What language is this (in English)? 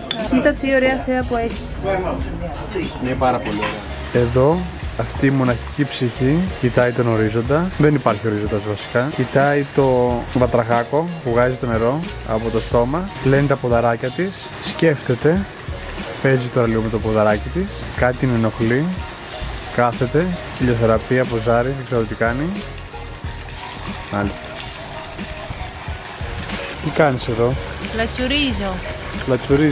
Greek